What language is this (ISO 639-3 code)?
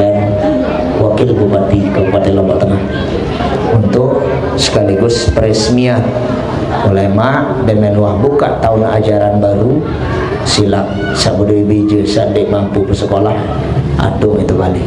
sas